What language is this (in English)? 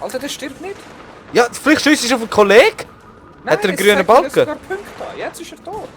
Swiss German